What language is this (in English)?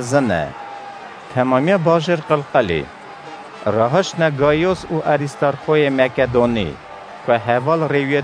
Kurdish